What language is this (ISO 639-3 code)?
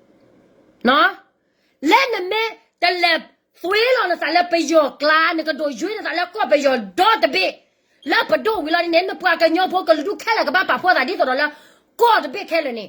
ksw